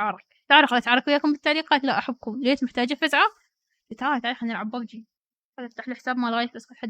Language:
Mesopotamian Arabic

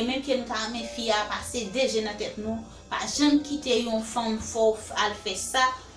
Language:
Haitian Creole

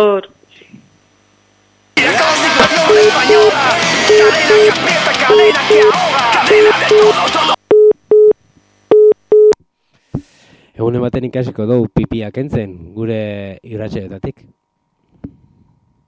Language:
Basque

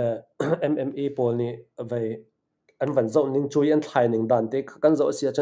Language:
Hakha Chin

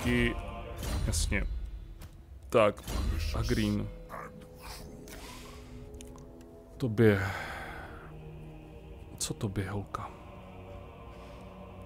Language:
Czech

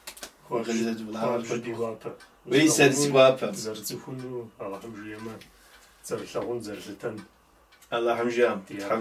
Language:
Kabardian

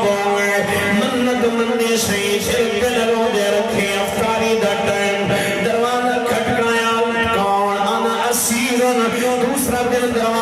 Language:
Saraiki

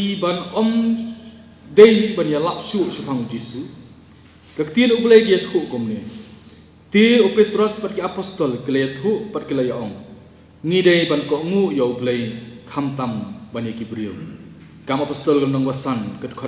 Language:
Khasi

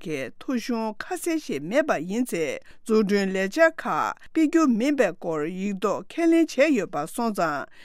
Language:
Tibetan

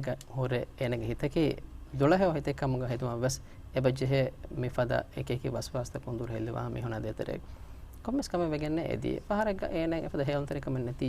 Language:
Divehi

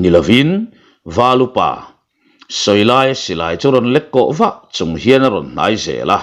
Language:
Mizo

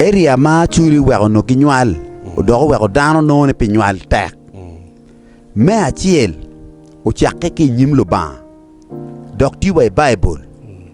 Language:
Acoli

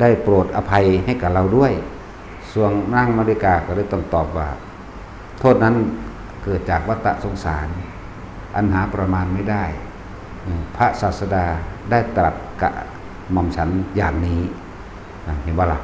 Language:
Northeastern Thai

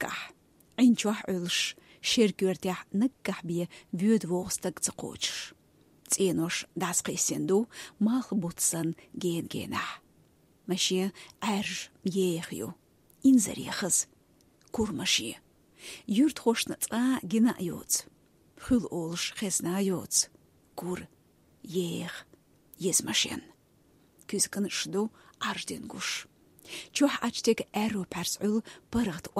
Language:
Chechen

